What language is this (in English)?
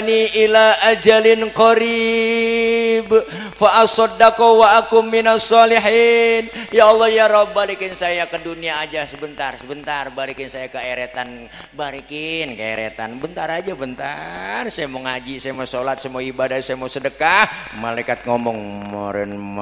Betawi